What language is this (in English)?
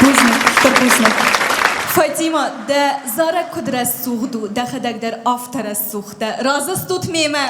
Ossetic